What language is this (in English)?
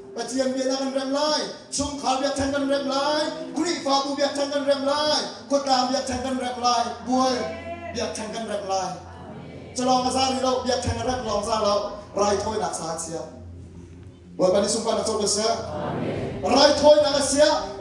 Hakha Chin